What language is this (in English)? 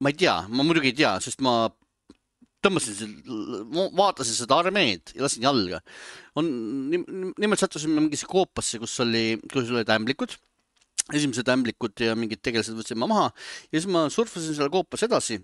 Estonian